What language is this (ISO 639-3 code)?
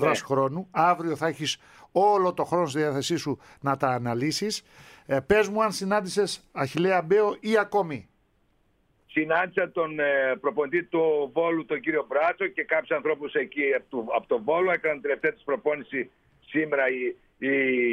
ell